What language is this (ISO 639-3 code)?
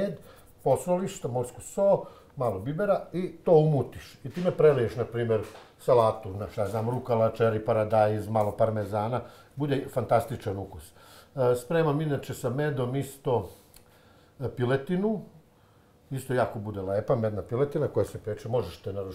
srp